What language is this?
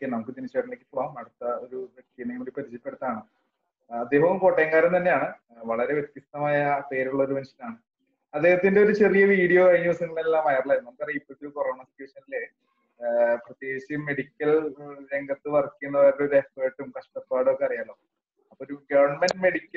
Malayalam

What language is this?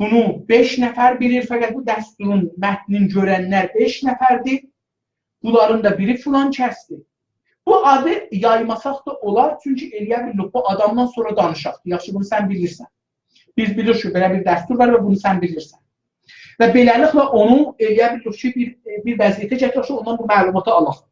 South Azerbaijani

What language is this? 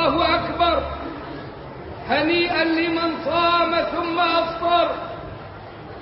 Arabic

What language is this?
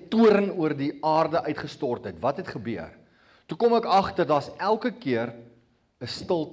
Afrikaans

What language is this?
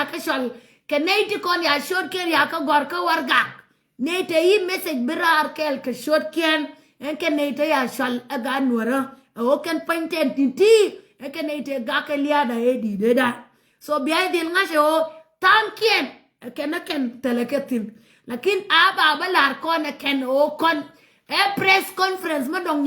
Nuer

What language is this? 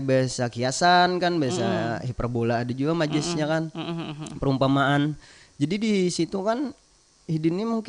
Banjar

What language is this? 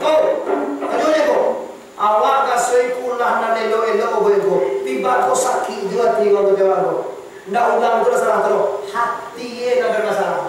Minangkabau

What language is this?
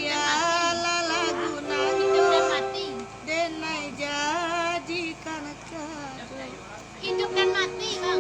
Minangkabau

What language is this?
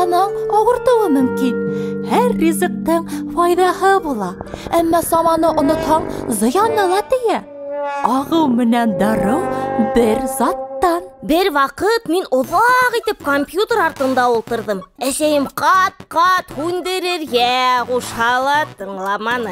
Bashkir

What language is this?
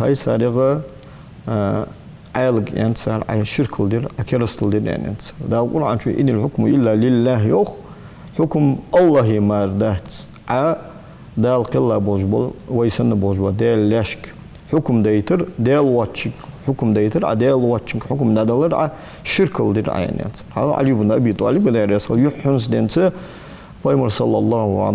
Ingush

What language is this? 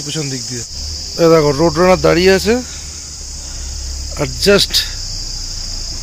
Bangla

